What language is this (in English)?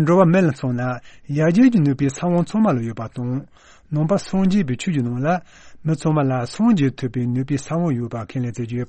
Tibetan